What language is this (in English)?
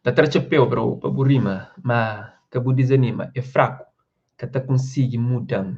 Kabuverdianu